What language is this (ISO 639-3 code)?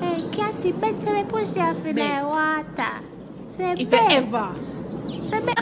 jam